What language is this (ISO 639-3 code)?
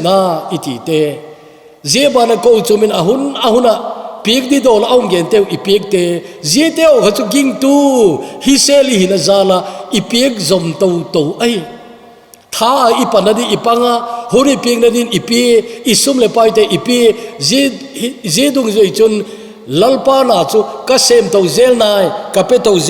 tcz